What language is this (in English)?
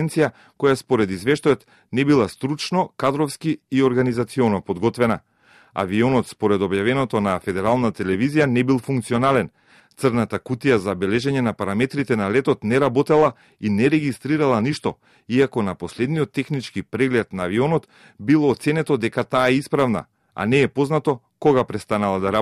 Macedonian